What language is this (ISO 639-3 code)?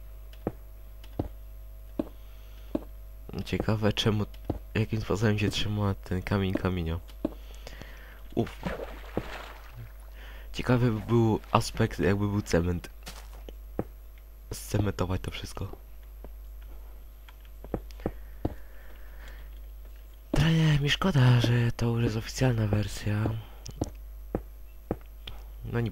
pol